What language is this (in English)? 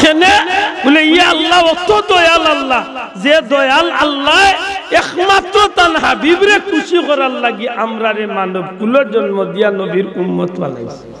Sylheti